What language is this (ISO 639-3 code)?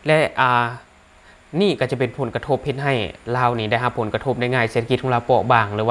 lao